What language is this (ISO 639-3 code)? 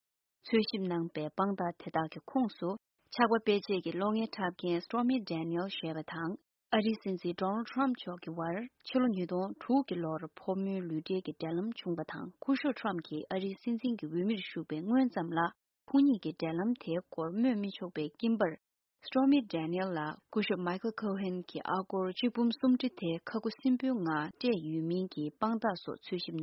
bod